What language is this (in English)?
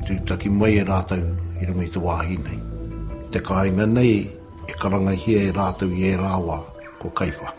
Māori